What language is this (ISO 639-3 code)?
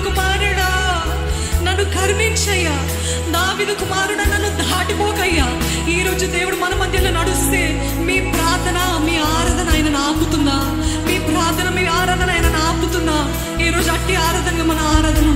tel